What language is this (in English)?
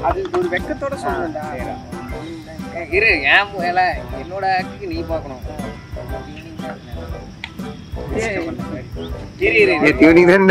Tamil